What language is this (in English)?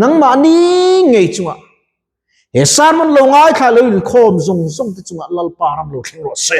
Mizo